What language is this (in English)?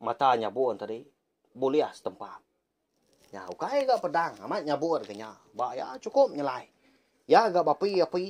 Iban